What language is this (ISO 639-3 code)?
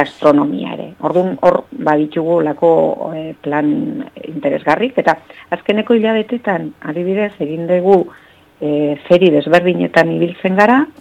eus